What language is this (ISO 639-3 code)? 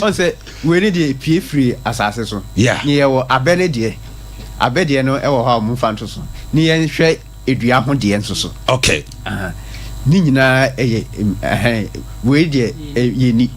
aka